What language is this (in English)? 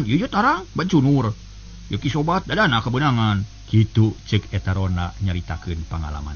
Sundanese